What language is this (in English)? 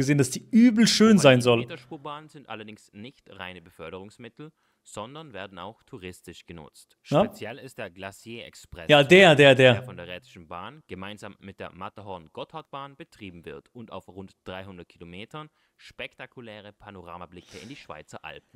Swiss German